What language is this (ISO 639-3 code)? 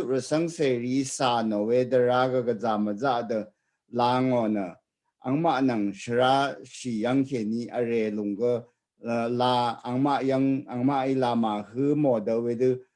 raw